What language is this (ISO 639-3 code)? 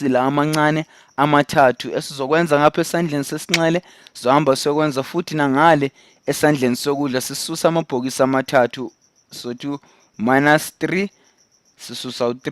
zul